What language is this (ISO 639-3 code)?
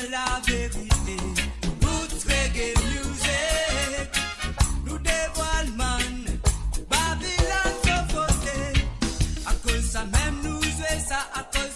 mfe